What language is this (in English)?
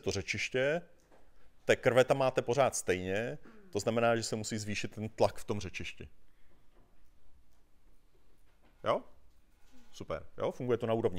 Czech